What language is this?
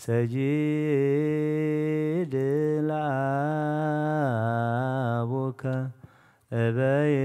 Geez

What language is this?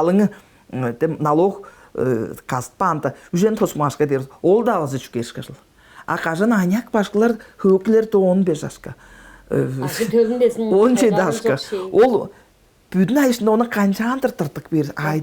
Tuvinian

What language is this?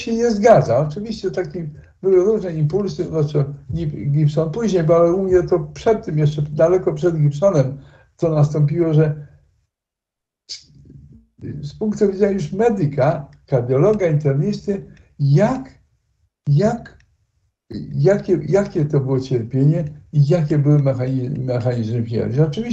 Polish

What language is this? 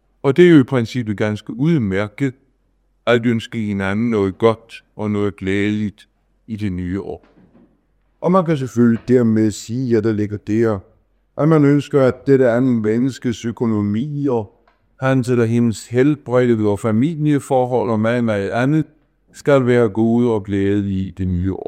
Danish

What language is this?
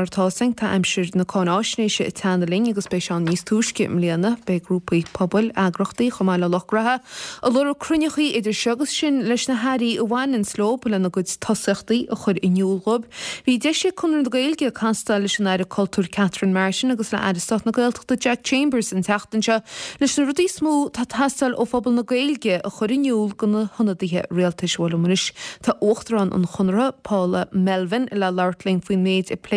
Irish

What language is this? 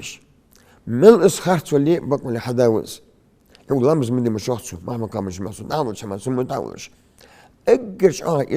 Ingush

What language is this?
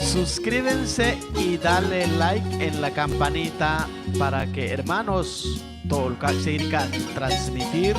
Chuj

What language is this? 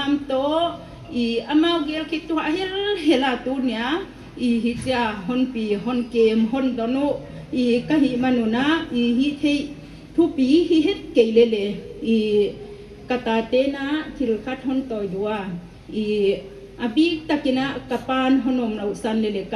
Paite Chin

